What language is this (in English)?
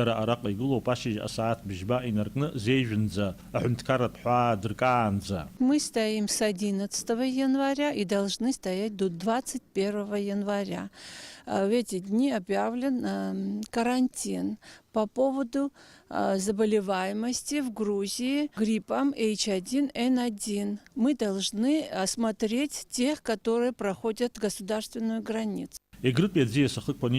Abkhazian